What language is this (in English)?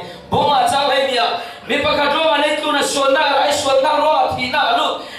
Falam Chin